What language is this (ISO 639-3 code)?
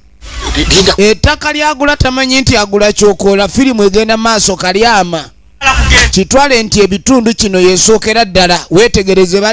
lug